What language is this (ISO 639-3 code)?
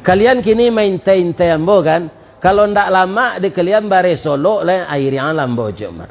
min